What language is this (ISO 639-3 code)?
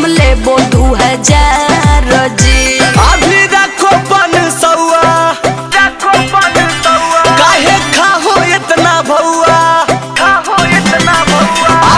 mag